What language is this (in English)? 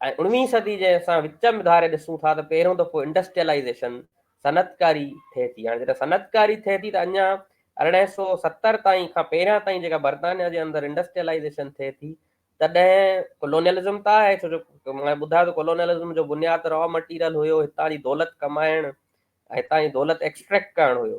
Sindhi